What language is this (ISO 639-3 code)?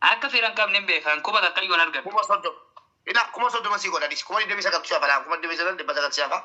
orm